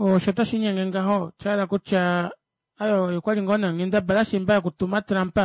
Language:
Kuanyama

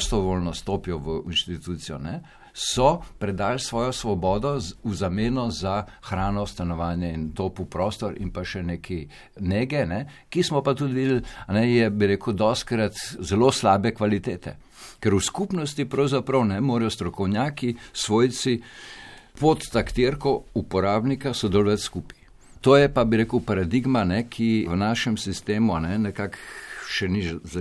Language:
Slovenian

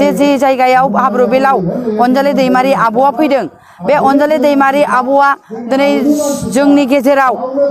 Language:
Bodo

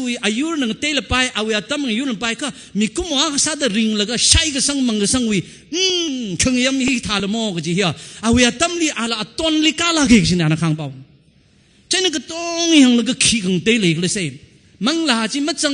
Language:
Tangkhul Naga (India)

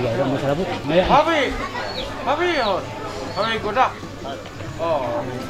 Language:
Ma'anyan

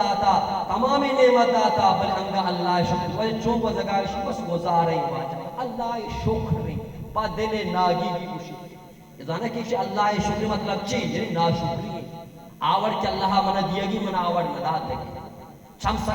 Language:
Baluchi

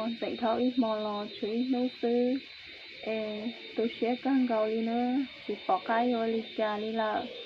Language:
Hmong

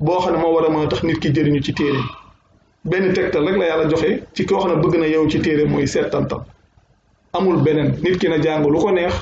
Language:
Wolof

